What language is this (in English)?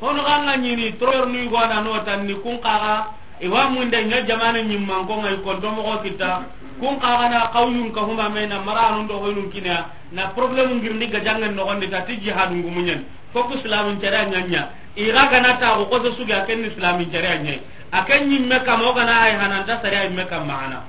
Soninke